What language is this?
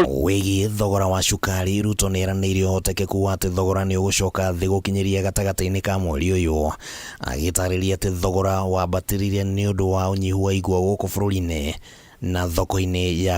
Kikuyu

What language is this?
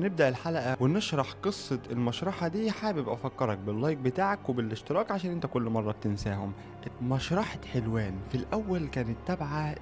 Egyptian Arabic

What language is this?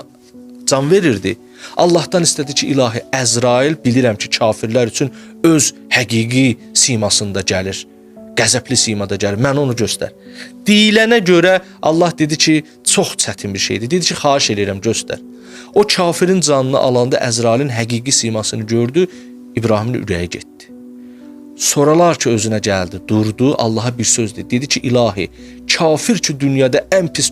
Azerbaijani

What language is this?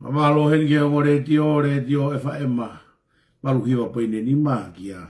Tongan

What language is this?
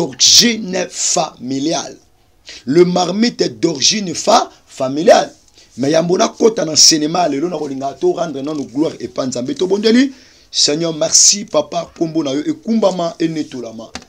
Lingala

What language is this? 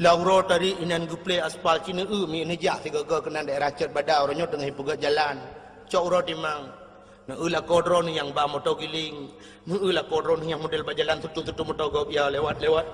Achinese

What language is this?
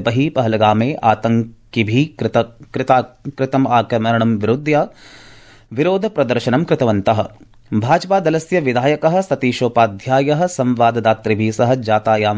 Sanskrit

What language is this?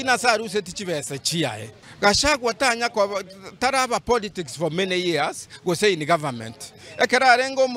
Gusii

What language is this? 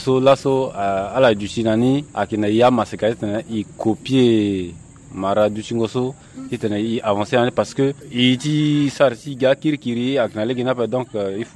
Sango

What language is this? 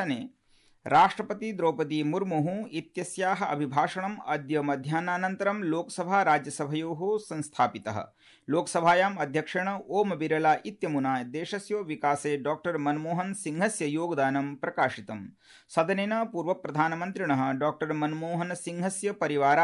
Sanskrit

